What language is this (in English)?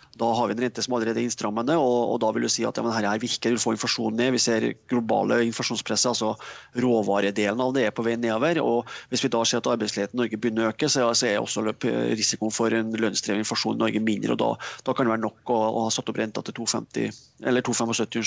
Norwegian